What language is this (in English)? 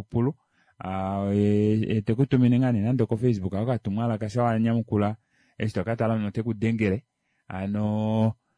Kuanyama